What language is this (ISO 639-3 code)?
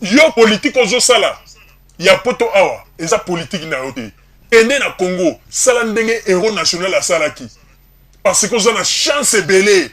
lin